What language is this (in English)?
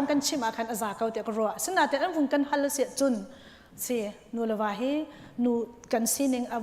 Hakha Chin